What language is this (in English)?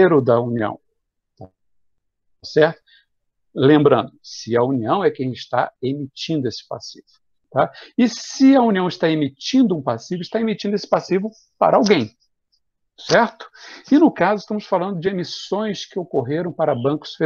Portuguese